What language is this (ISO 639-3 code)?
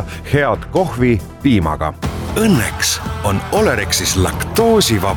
est